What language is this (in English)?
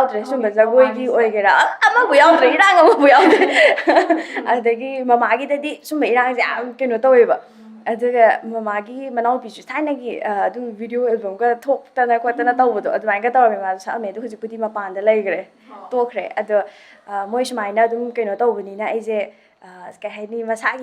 Manipuri